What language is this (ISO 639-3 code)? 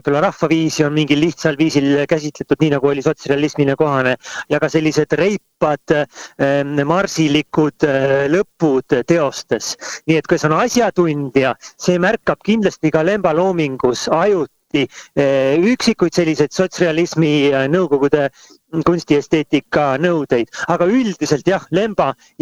est